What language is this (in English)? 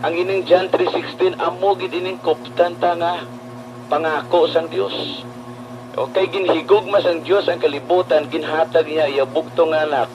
Hiligaynon